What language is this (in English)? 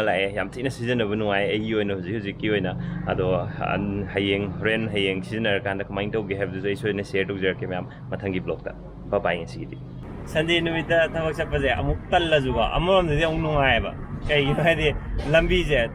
Manipuri